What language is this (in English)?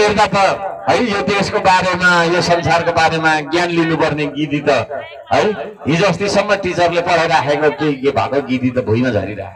Nepali